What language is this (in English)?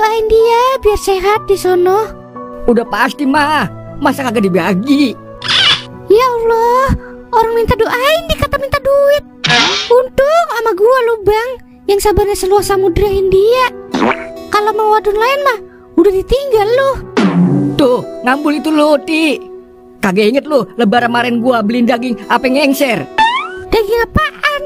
Betawi